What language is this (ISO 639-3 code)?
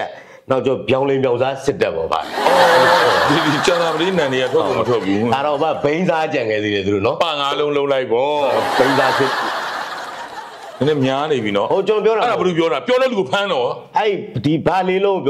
mya